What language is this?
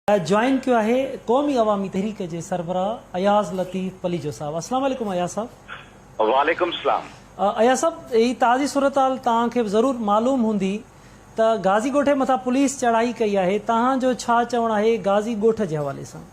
Sindhi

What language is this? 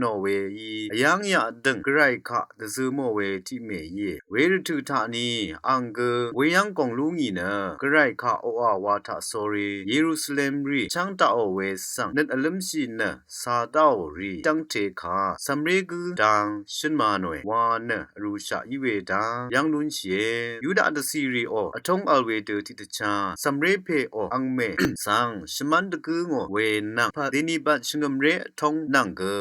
Rawang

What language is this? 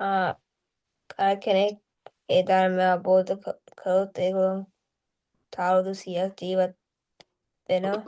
Sinhala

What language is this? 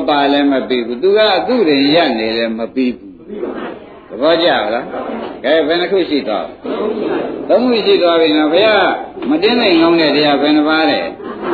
Burmese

